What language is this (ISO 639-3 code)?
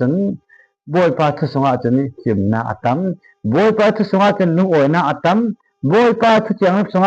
cfm